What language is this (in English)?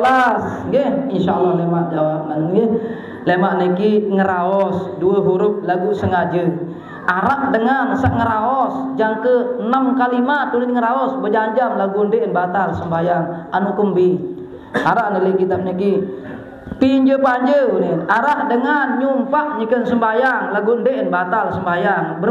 Sasak